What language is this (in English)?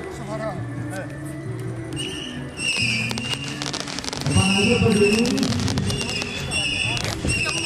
Greek